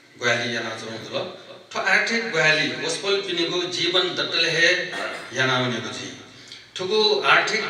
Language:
Newari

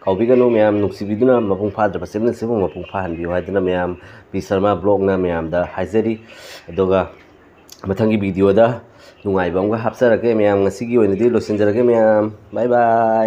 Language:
Manipuri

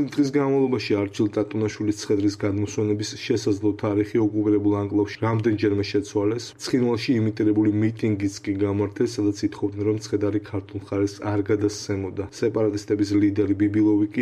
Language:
Georgian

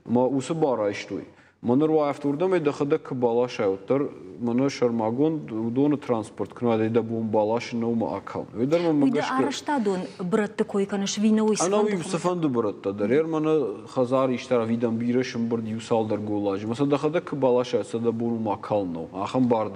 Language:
Ossetic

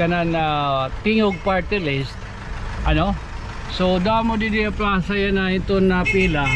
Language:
Waray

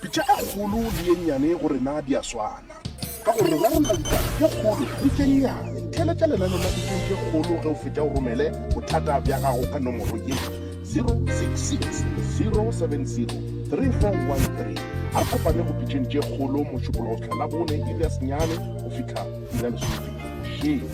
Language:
Northern Sotho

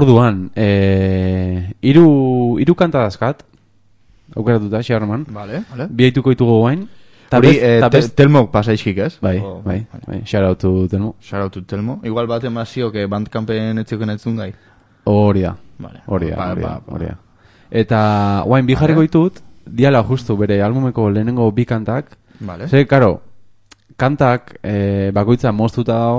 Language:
Basque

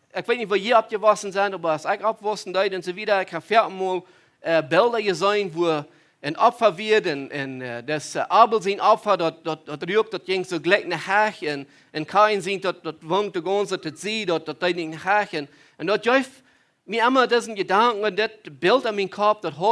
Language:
Plautdietsch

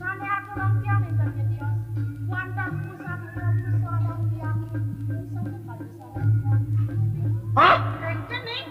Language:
Balinese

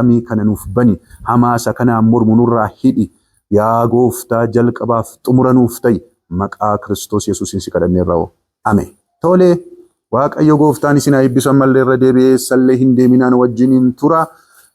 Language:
Oromo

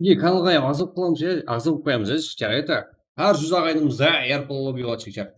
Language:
Kara-Kalpak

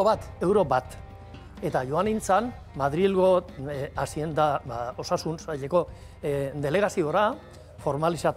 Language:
Basque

